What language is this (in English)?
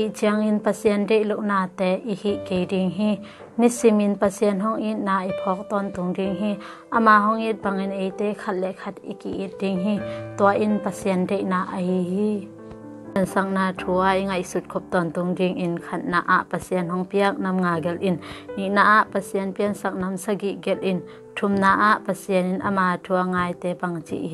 Tedim Chin